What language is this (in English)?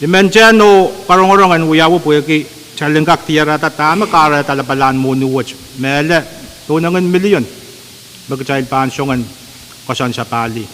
Pohnpeian